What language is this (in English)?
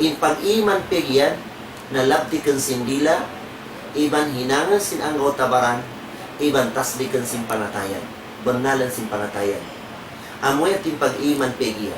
Tausug